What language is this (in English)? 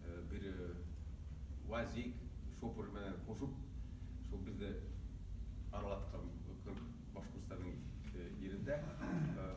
Bashkir